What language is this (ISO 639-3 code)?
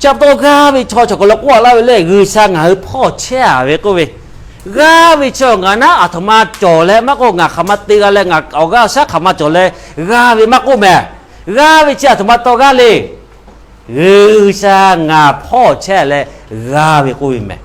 lhu